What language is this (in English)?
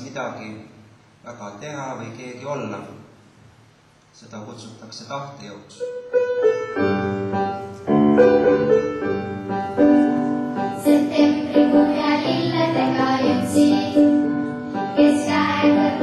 Estonian